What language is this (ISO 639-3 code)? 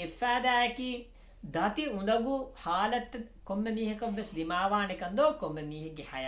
div